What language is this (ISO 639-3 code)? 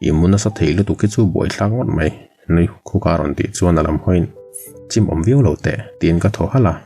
lus